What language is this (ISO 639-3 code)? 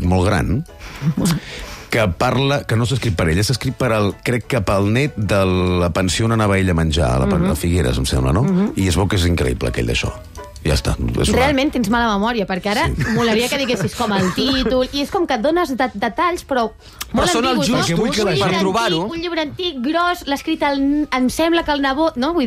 cat